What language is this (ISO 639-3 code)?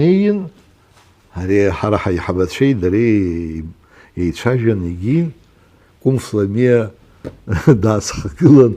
abk